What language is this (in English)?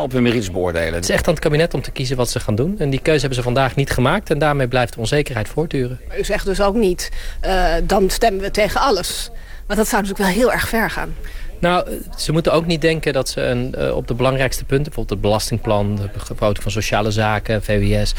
Dutch